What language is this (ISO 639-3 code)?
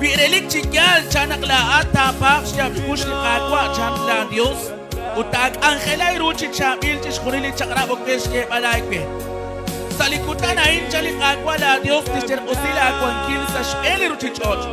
kek